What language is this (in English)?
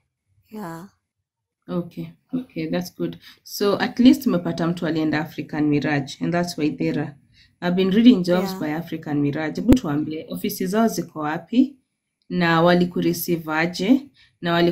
Swahili